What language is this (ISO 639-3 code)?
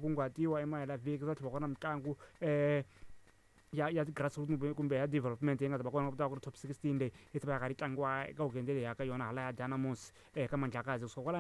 tso